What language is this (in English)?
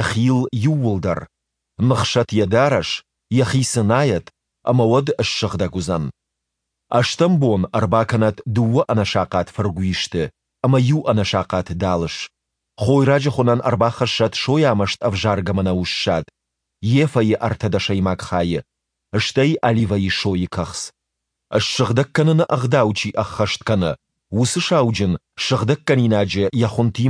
Ossetic